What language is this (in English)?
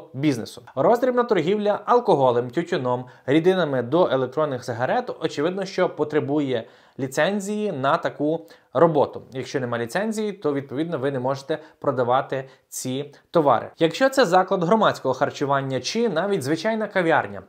Ukrainian